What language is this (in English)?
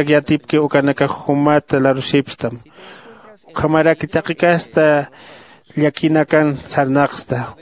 Aymara